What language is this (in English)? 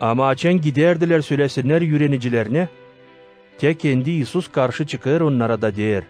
Gagauz